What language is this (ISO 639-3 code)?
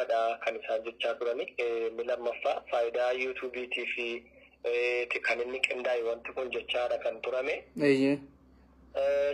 orm